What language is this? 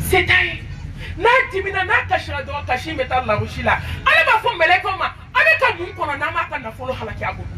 Bambara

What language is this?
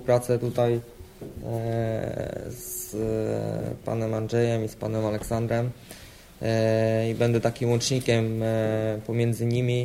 Polish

